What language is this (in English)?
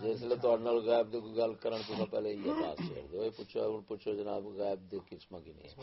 Saraiki